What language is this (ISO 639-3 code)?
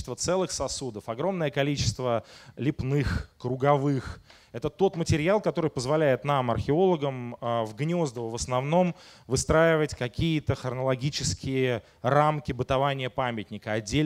rus